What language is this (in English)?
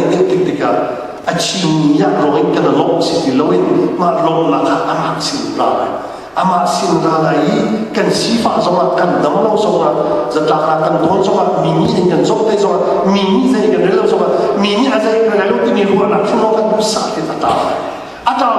Hakha Chin